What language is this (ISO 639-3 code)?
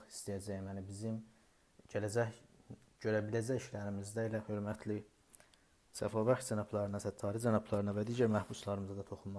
azb